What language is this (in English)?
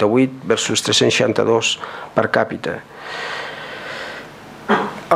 Catalan